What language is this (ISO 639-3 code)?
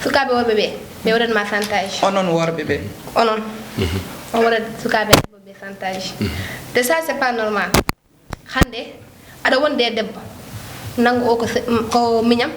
ful